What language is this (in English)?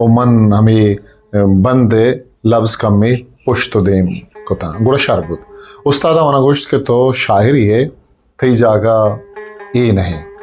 Eastern Balochi